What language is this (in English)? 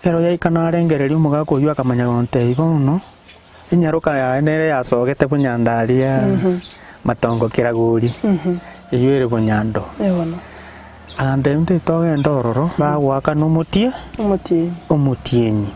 Gusii